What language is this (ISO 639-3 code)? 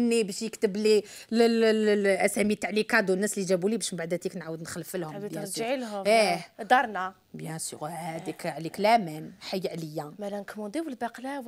arq